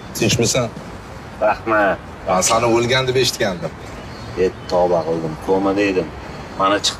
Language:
Uzbek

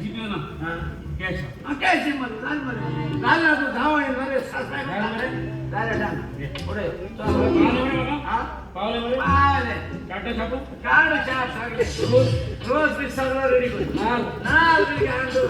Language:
Konkani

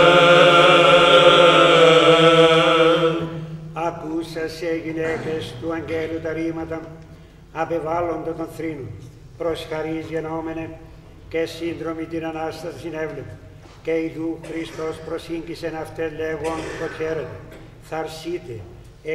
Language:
Greek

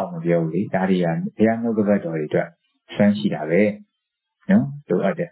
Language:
Burmese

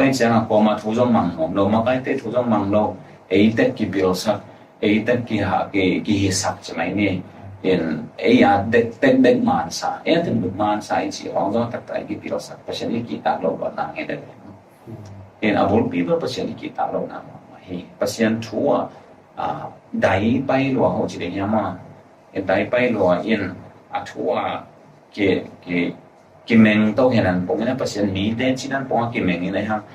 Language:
Tedim Chin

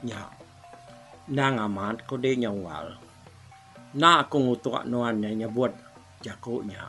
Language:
Iban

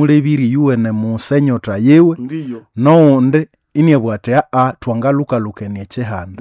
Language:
Nande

